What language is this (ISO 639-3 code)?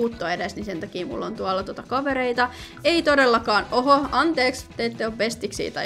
fin